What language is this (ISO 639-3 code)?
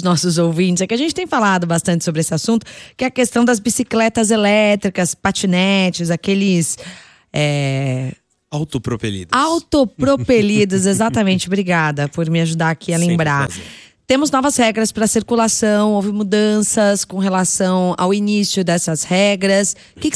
por